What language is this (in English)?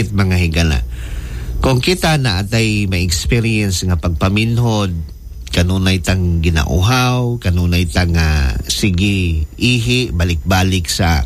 Cebuano